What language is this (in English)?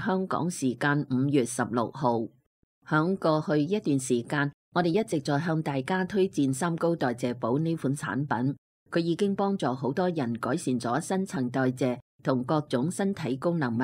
Cantonese